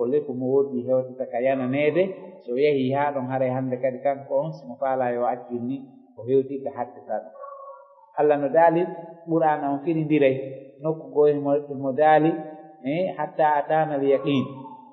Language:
Fula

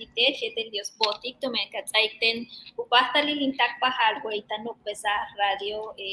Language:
Yucateco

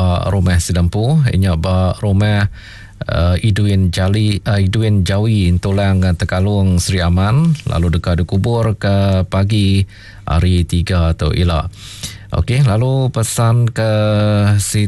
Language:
Iban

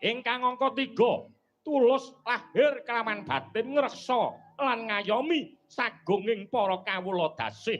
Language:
Javanese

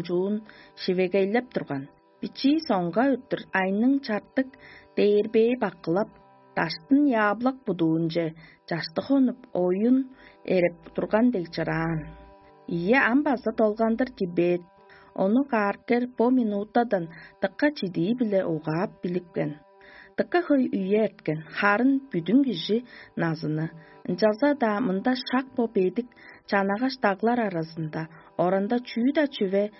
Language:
Tuvinian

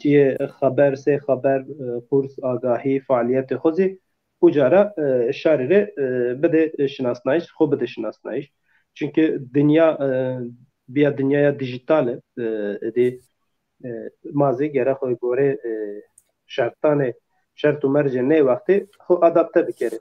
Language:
Zaza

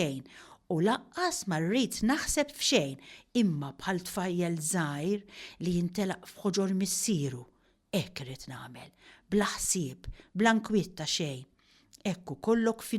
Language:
Maltese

